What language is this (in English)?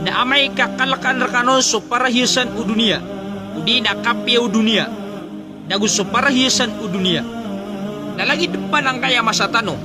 Maranao